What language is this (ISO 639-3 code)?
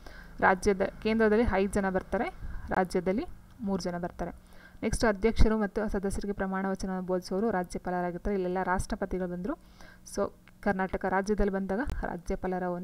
kan